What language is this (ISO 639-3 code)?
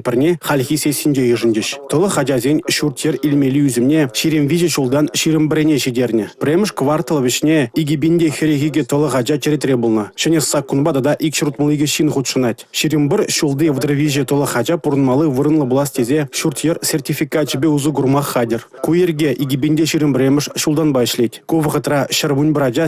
chv